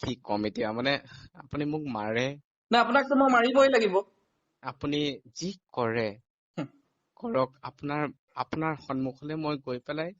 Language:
Assamese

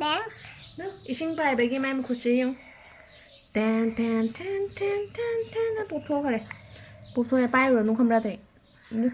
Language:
Manipuri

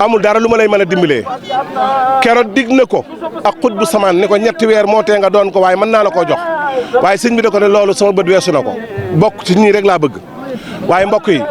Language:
Wolof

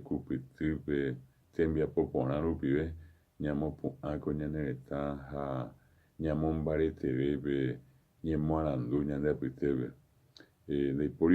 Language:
Guarani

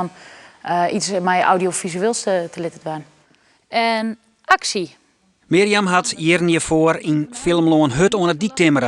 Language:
Western Frisian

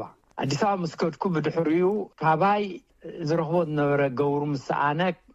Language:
Tigrinya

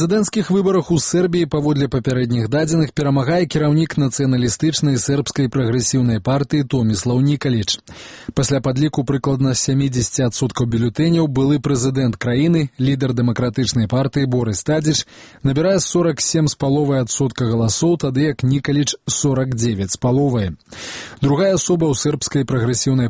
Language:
Belarusian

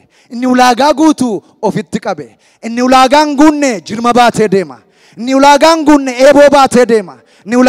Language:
Oromo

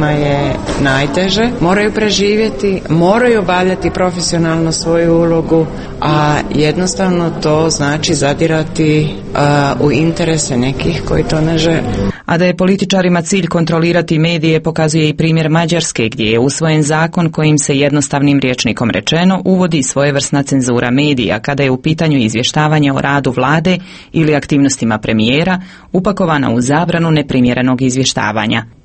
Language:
Croatian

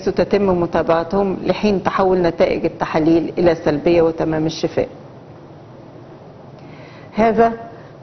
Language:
Arabic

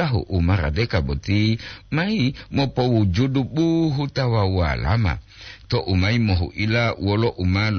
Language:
Gorontalo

